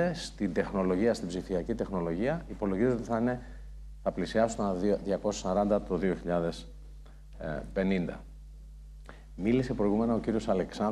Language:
Greek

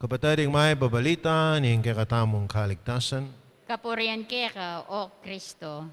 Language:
Pampanga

